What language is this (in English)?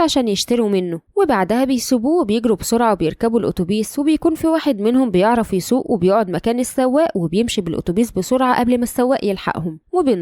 Egyptian Arabic